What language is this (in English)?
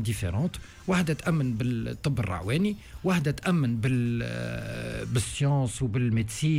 Tunisian Arabic